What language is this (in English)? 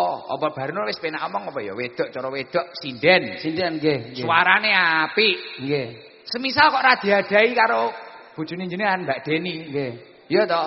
Javanese